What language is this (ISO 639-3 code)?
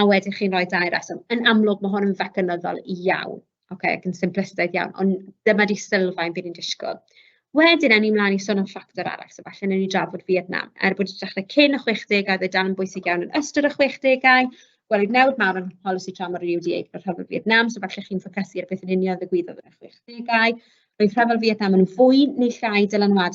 cym